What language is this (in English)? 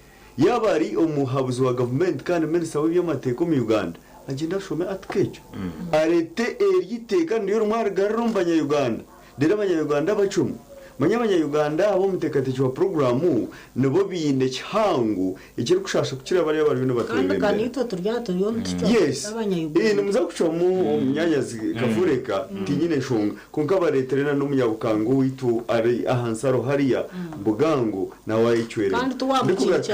Nyankole